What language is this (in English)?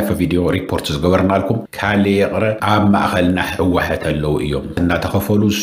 Tigrinya